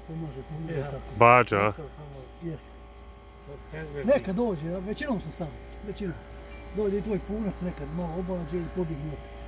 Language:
Bosnian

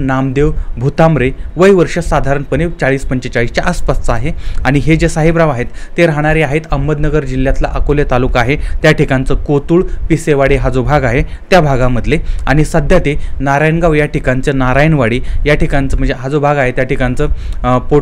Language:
Marathi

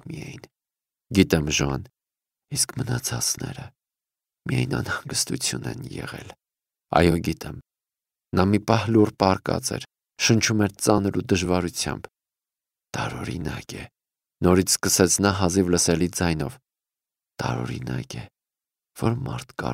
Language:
Armenian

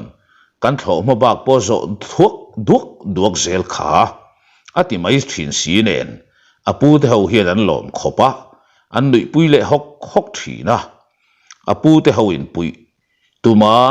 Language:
Mizo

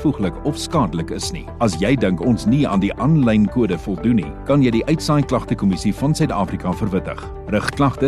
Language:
Afrikaans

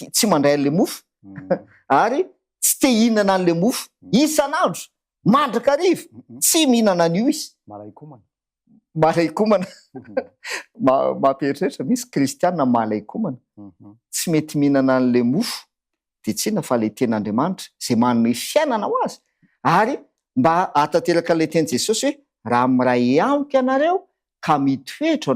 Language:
Malagasy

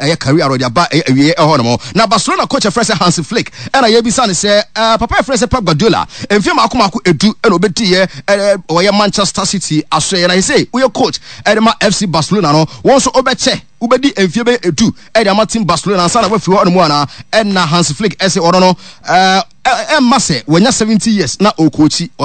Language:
Akan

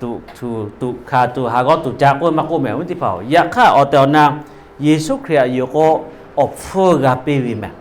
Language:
Lahu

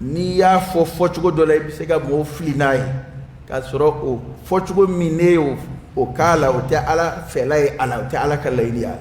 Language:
Dyula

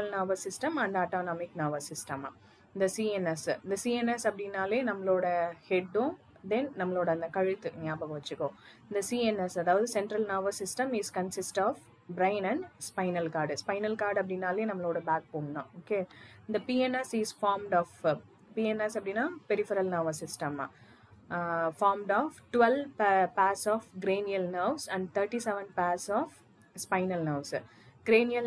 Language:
Tamil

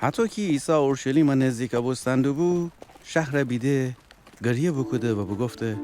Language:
Gilaki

